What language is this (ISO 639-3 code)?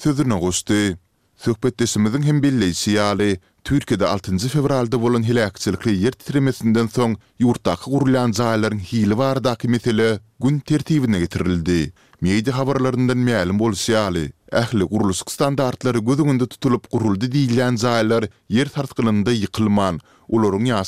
tuk